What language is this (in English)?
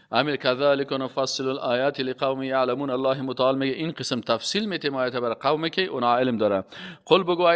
Persian